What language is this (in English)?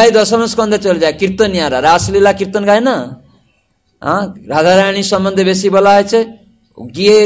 Bangla